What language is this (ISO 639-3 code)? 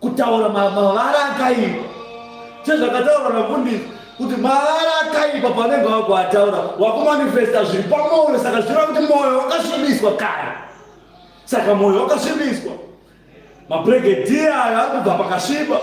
sna